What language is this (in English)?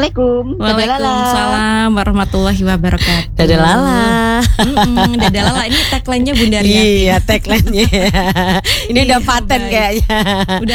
Indonesian